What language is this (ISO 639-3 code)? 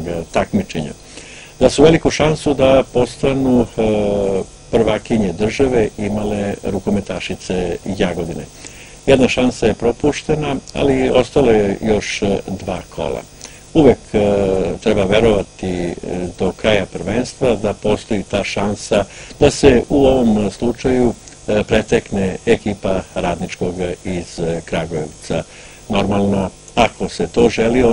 srp